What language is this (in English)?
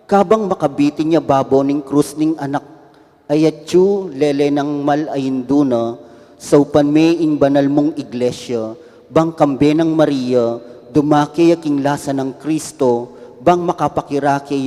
Pampanga